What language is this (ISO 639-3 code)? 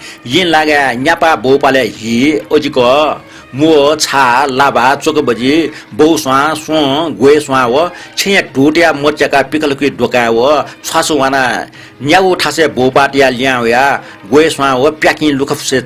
new